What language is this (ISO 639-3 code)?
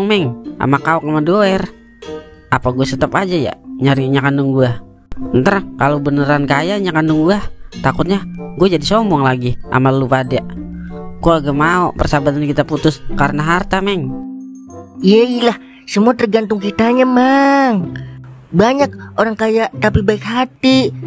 bew